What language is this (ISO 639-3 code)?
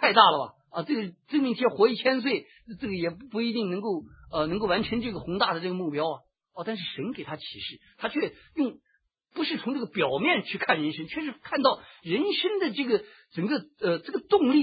zho